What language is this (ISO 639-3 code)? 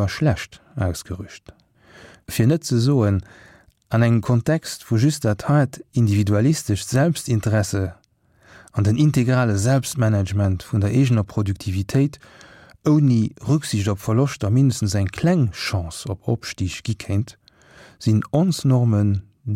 ltz